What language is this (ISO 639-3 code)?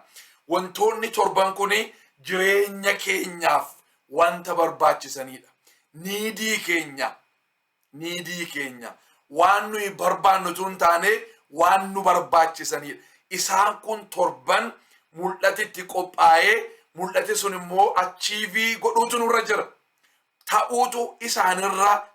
orm